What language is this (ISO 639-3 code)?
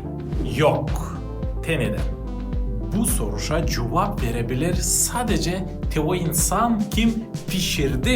gag